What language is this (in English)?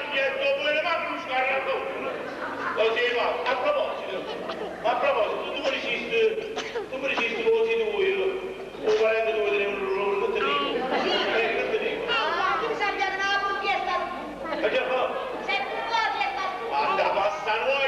Neapolitan